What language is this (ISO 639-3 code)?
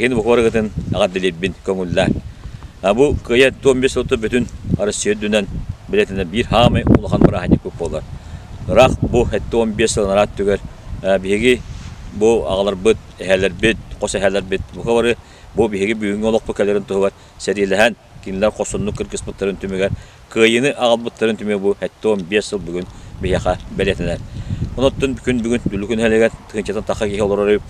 sah